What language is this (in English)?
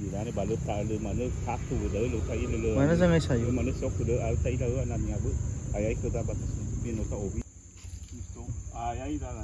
Nias